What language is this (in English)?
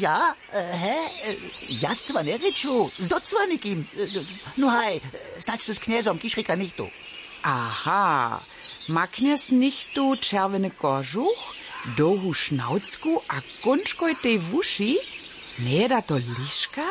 Upper Sorbian